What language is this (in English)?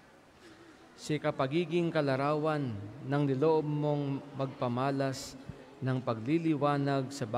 Filipino